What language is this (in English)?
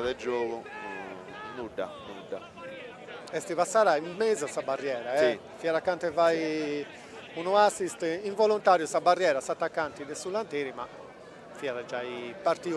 Sardinian